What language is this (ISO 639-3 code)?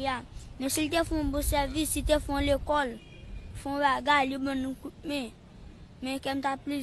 hat